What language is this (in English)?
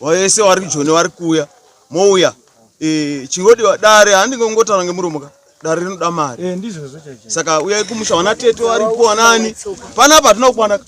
Shona